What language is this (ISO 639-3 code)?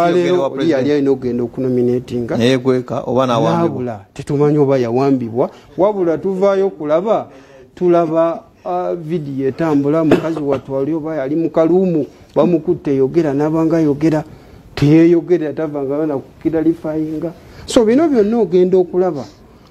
lug